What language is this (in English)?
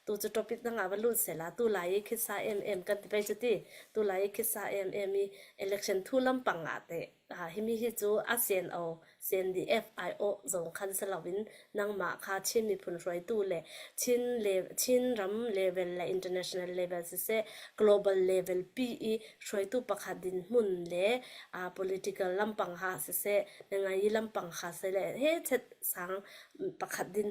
Falam Chin